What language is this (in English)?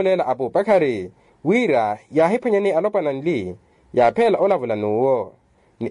Makhuwa